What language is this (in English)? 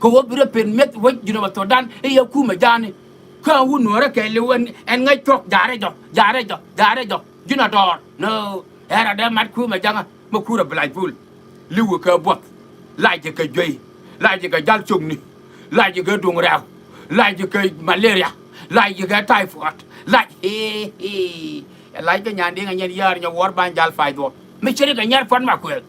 Nuer